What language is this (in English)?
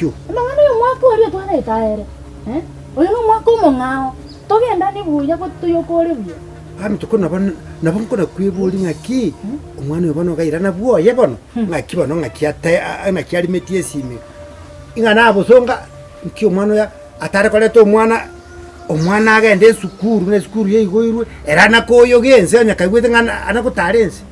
Gusii